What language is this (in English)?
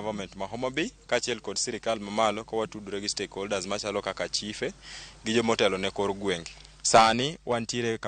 Luo (Kenya and Tanzania)